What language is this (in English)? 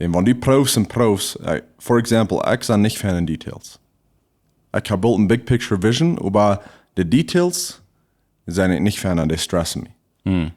Plautdietsch